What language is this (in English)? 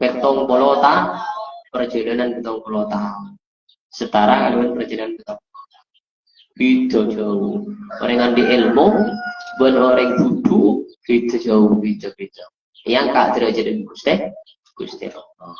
Madurese